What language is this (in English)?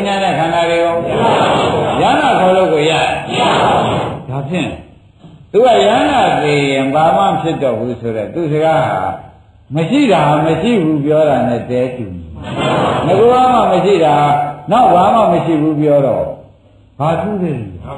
Burmese